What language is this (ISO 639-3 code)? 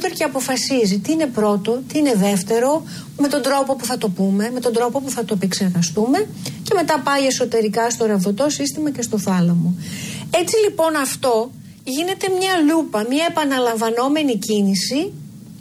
ell